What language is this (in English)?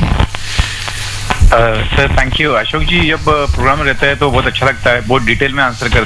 Hindi